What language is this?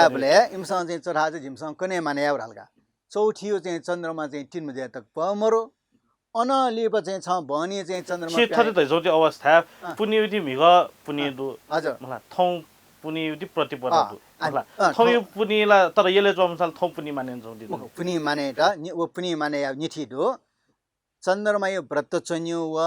Newari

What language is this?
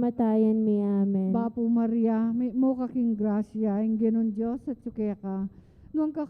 Pampanga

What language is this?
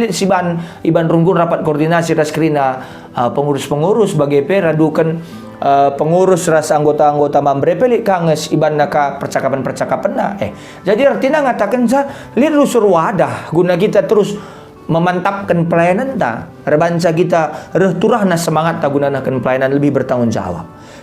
Batak Karo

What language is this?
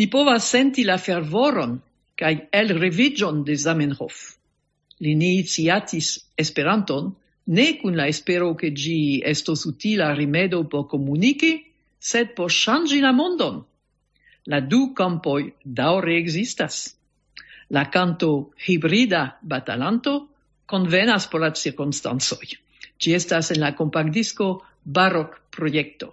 Esperanto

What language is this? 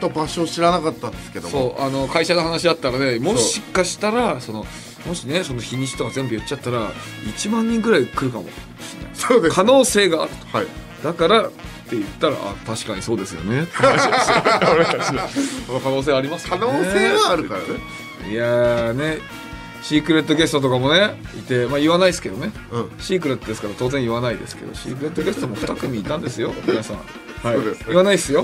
Japanese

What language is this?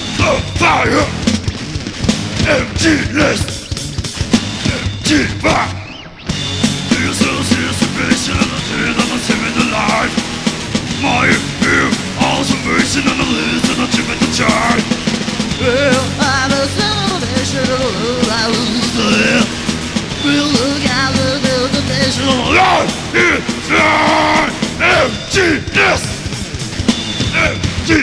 Bulgarian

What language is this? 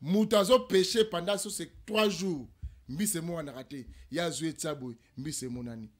Lingala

